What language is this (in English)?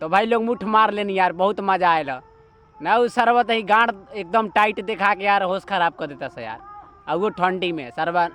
Bhojpuri